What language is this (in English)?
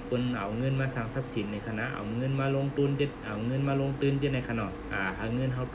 Shan